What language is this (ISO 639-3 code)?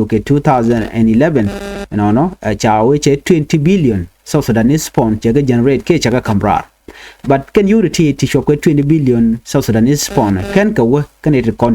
nus